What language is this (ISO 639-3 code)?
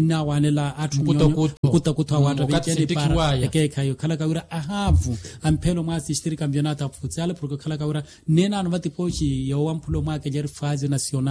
swa